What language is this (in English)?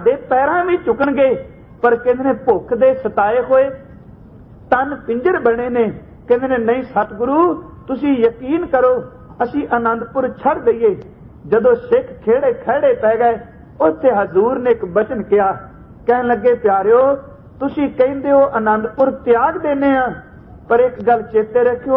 Punjabi